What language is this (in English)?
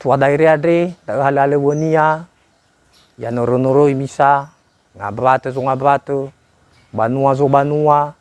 Nias